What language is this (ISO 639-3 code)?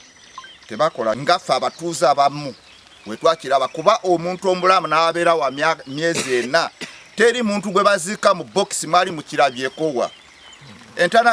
lug